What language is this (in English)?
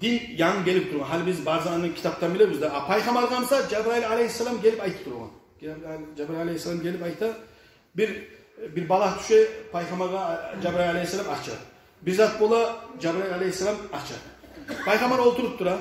Kumyk